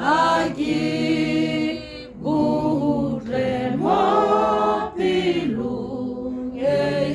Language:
Tswana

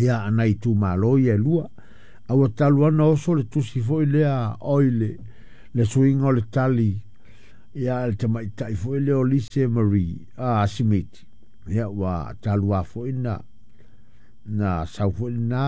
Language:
Samoan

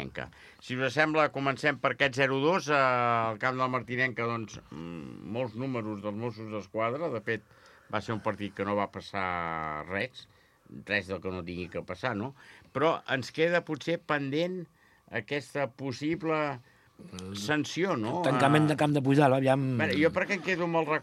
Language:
Catalan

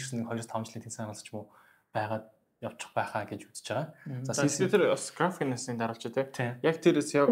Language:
Mongolian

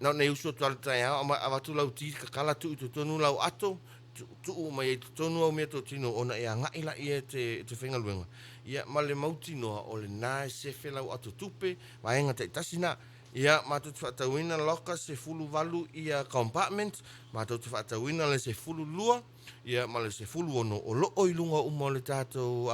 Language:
Samoan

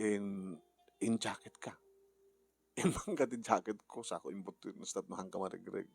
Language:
Iloko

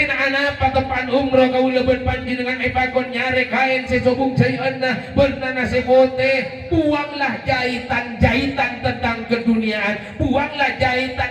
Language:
Madurese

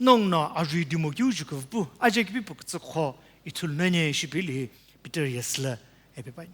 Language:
Sumi Naga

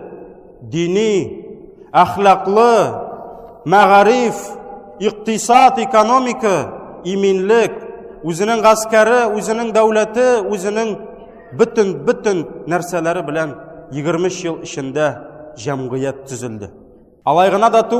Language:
Tatar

